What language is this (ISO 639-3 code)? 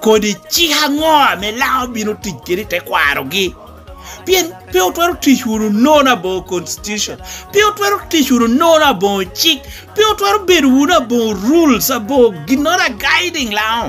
laj